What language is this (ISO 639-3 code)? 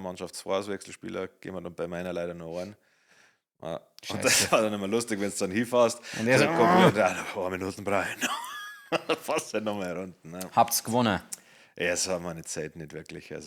bar